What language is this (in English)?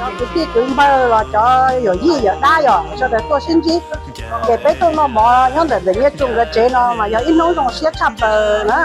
Hmong